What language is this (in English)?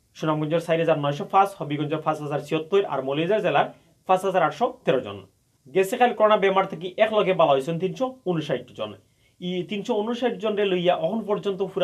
Sylheti